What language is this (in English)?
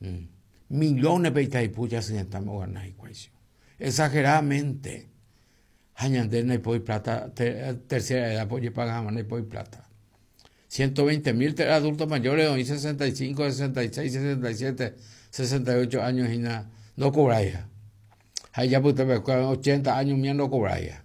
Guarani